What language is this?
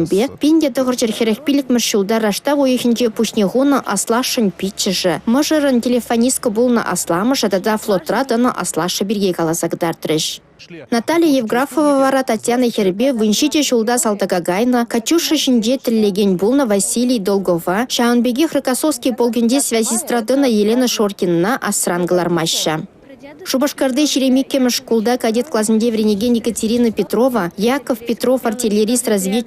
Chuvash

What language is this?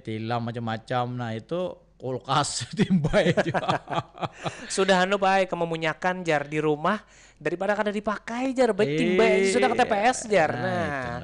Banjar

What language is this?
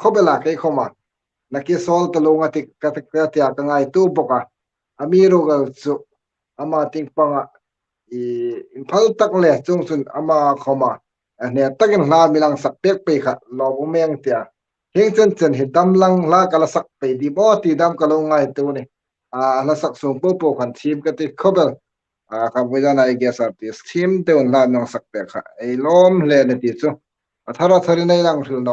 Hmar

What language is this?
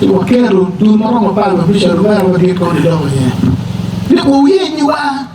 Acoli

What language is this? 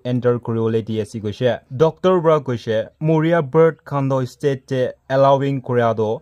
Naga Pidgin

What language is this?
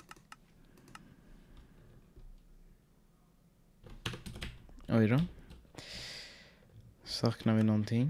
Swedish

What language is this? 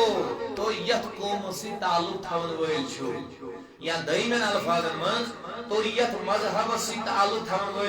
Kashmiri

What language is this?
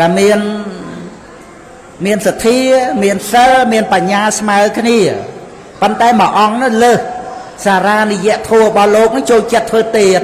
Khmer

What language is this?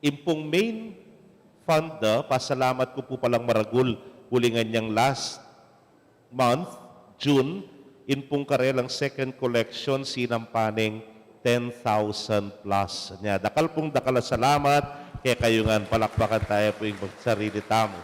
Pampanga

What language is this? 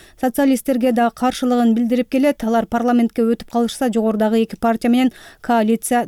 Kyrgyz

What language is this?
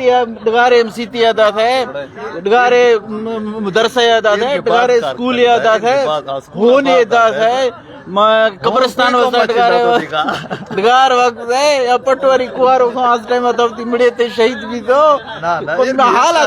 Eastern Balochi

